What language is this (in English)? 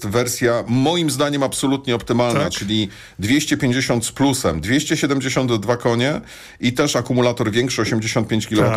Polish